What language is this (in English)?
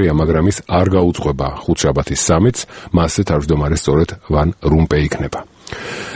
Georgian